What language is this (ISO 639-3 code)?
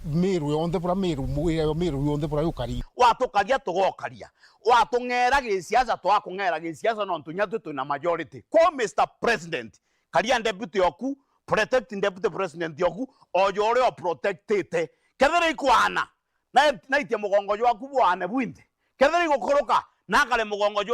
mer